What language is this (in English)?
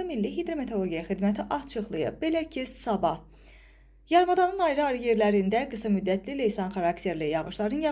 Azerbaijani